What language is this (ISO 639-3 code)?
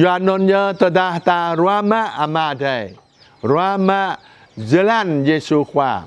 jra